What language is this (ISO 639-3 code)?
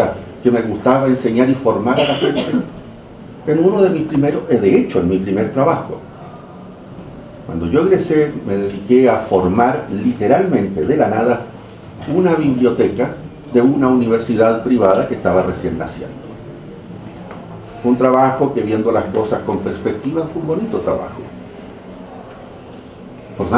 spa